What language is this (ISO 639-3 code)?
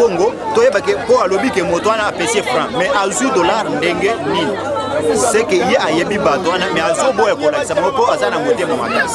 lin